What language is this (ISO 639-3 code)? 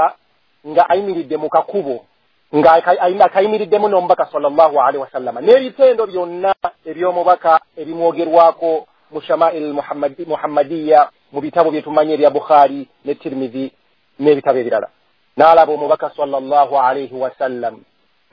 lug